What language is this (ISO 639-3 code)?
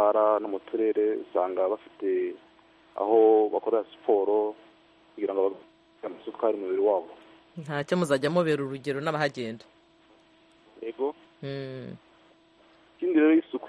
kin